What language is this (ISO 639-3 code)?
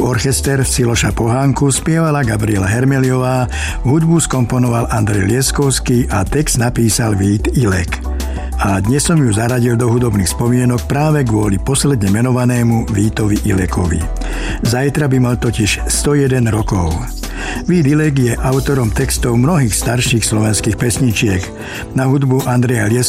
slk